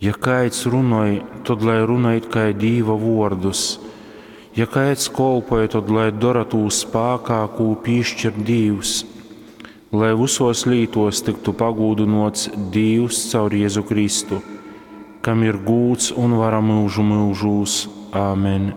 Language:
Latgalian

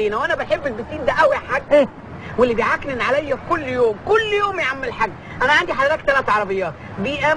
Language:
Egyptian Arabic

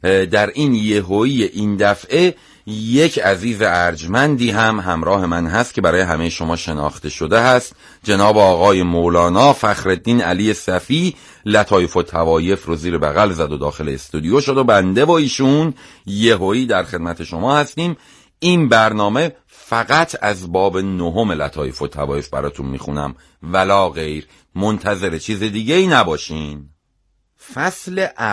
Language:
Persian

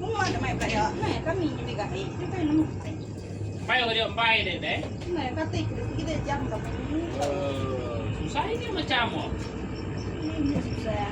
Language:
Iban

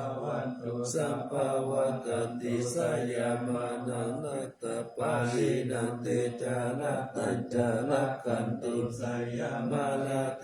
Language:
Pali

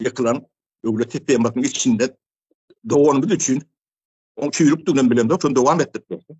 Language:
Turkmen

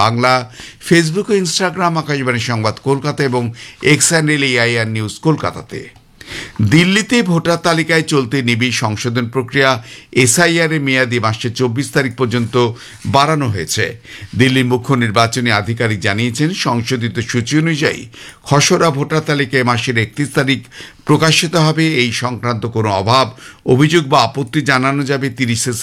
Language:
Bangla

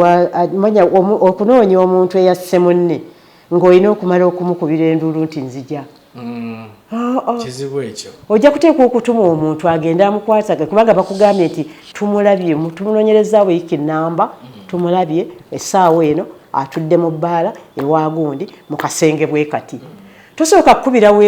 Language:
Ganda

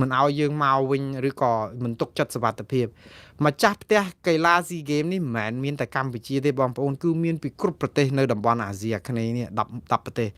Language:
Khmer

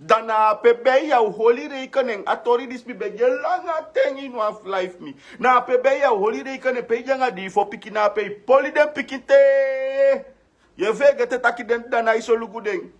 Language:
Sranan Tongo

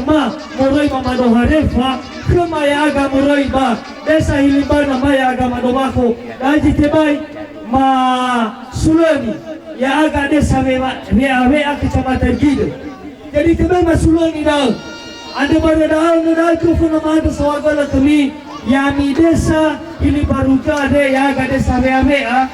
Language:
Nias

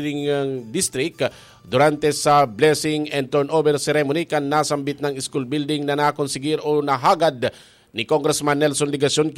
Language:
Bikol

